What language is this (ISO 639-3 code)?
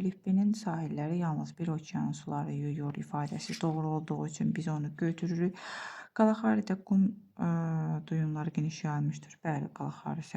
aze